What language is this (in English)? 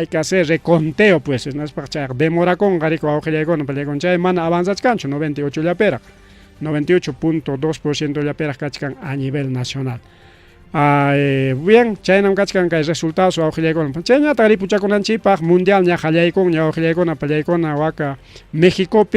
Ayacucho Quechua